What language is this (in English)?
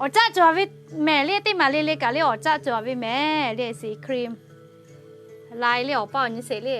Lahu